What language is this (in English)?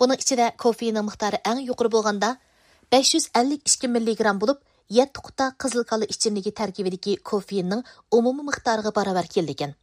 Uyghur